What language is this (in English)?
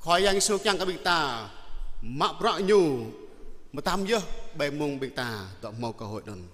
Jarai